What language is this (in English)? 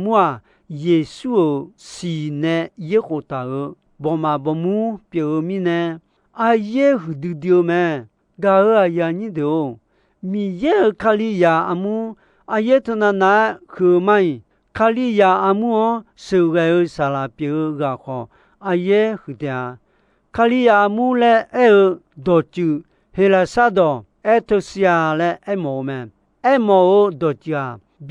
Akha